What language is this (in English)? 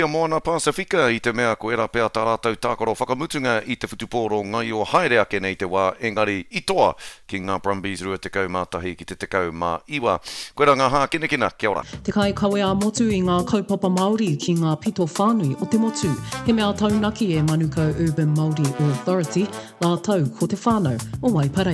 Māori